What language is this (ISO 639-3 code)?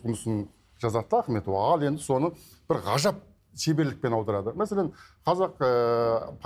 kaz